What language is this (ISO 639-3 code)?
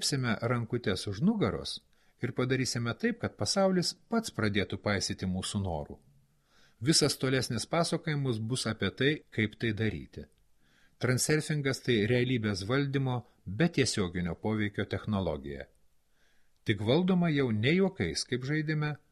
lit